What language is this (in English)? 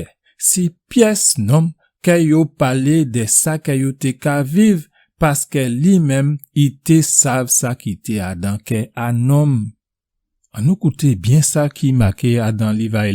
Guadeloupean Creole French